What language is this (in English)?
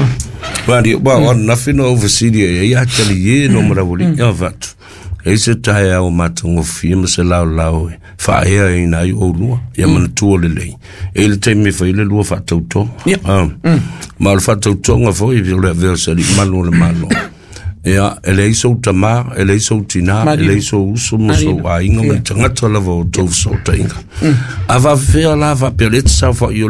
Samoan